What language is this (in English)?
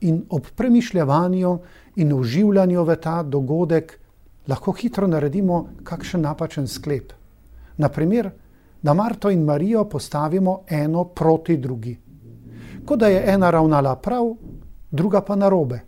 Slovenian